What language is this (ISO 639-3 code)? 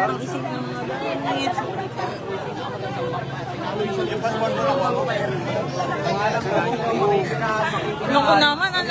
fil